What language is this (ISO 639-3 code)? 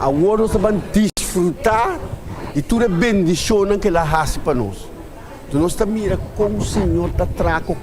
pap